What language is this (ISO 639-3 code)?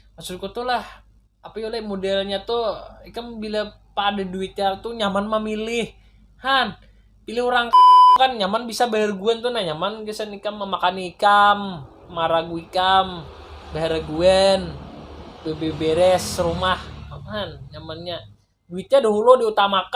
bjn